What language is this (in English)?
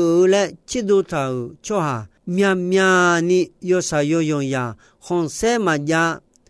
Akha